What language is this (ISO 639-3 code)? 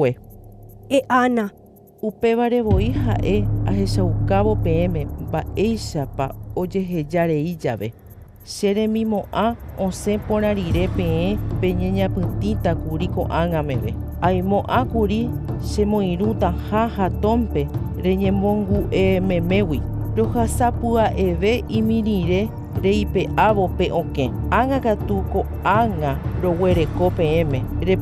grn